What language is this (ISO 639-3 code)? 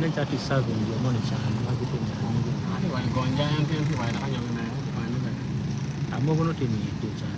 ach